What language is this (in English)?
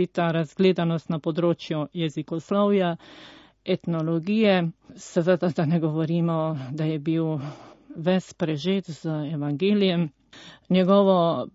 Slovenian